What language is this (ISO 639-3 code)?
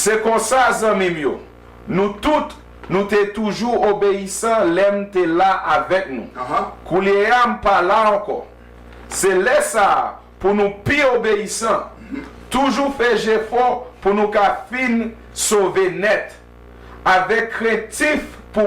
hat